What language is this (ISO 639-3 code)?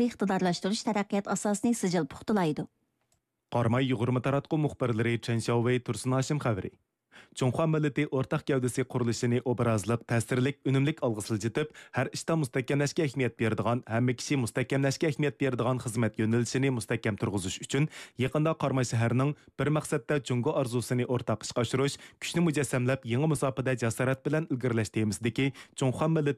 uig